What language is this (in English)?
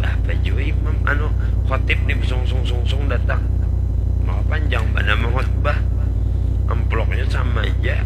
Banjar